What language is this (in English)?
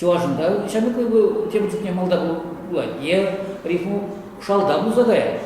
Chuvash